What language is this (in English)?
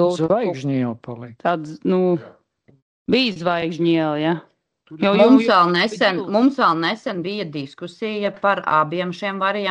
Latvian